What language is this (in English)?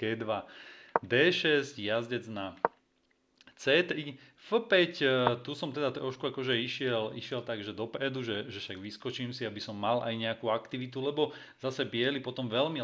Slovak